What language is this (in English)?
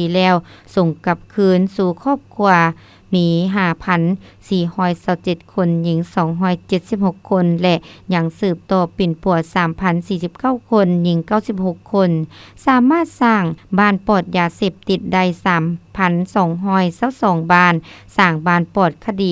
Lao